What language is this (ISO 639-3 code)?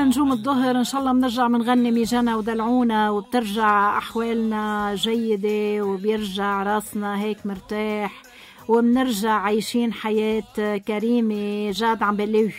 apc